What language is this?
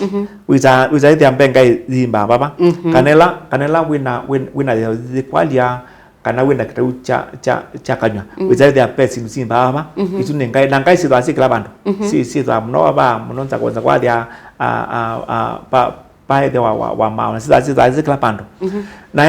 Kamba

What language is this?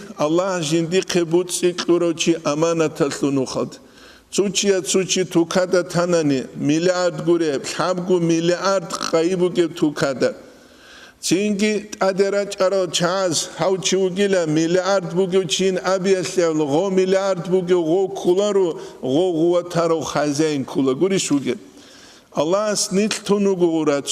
Avaric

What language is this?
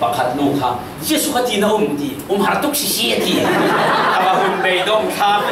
Falam Chin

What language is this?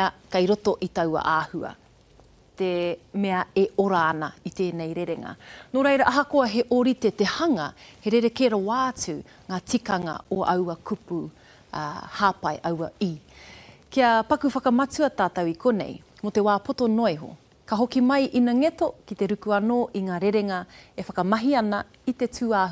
Māori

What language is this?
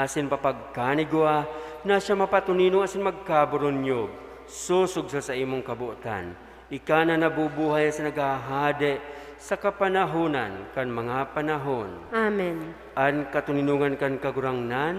Bikol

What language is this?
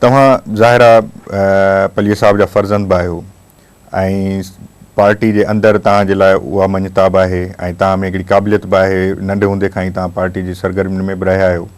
Sindhi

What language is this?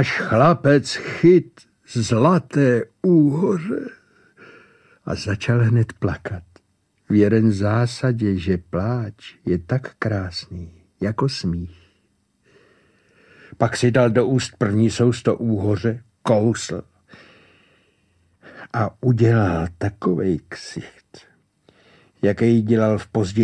Czech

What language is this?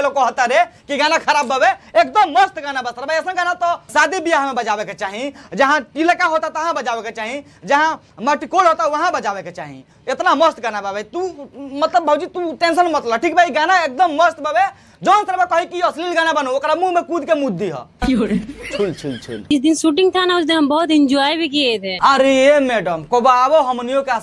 Bhojpuri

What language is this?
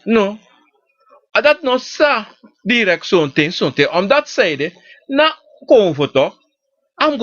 Sranan Tongo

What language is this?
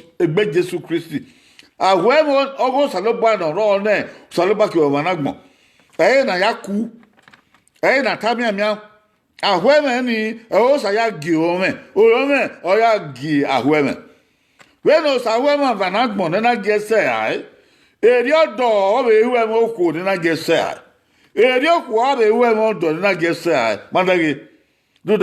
Bini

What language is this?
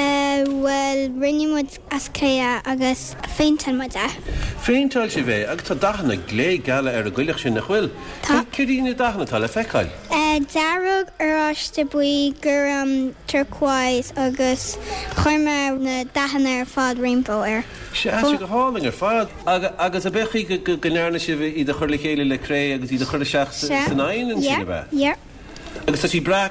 Irish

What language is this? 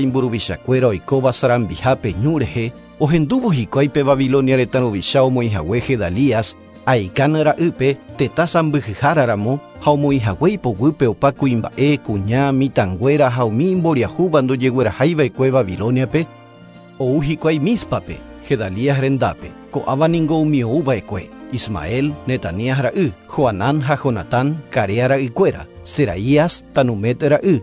Guarani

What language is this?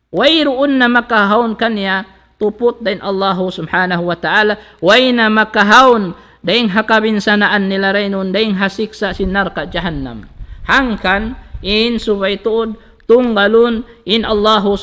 Tausug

